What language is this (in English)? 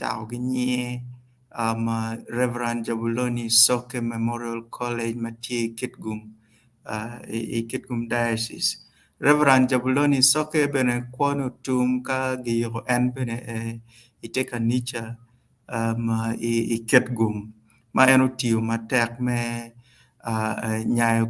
Acoli